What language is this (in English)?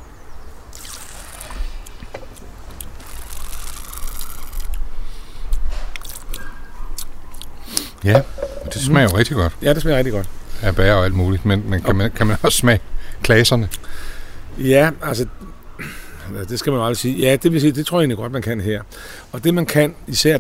Danish